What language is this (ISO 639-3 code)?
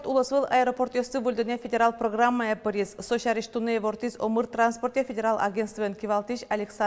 udm